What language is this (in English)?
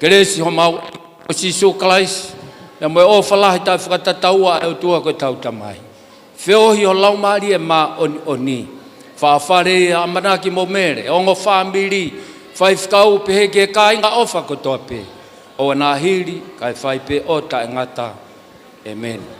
Tongan